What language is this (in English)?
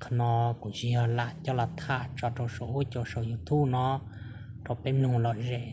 Hmong